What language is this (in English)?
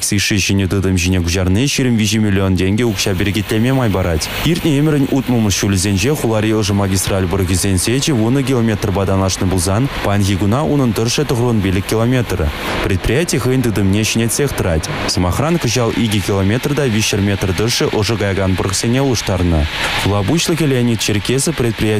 Chuvash